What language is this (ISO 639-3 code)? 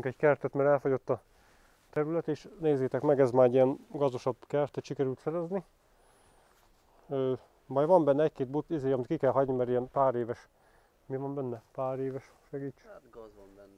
hun